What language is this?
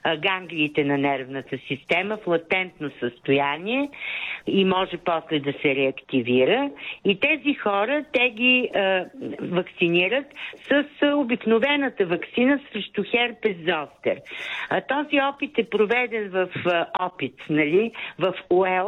Bulgarian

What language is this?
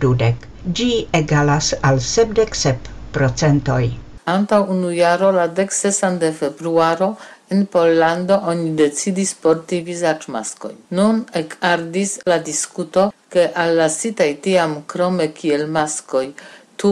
Esperanto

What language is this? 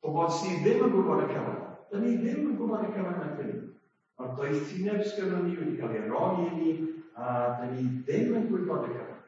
Welsh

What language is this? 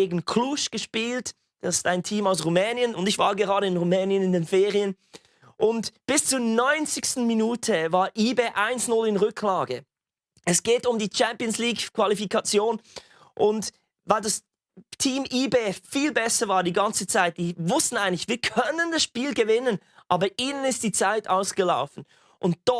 Swiss German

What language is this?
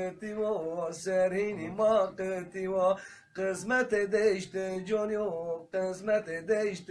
Zaza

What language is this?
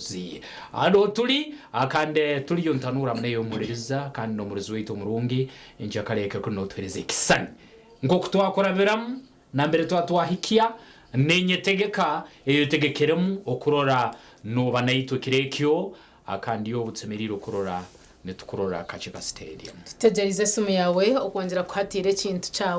Nyankole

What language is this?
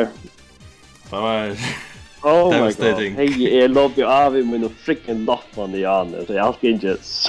Faroese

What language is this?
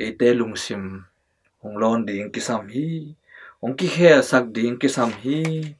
Tedim Chin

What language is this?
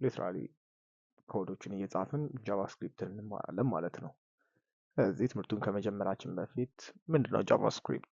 Amharic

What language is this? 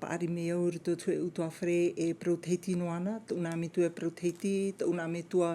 Tahitian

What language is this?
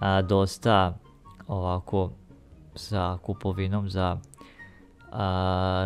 Croatian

